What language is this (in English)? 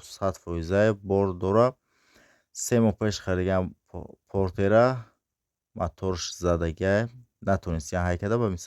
Tajik